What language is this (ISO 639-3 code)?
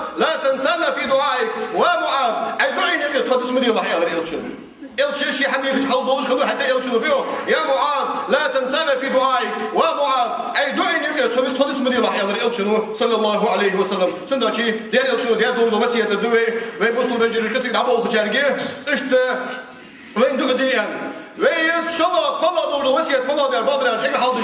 inh